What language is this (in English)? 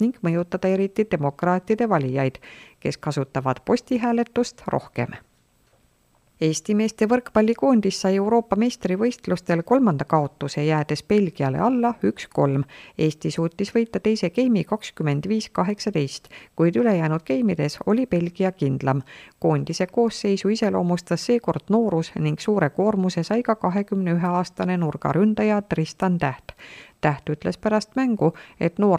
Estonian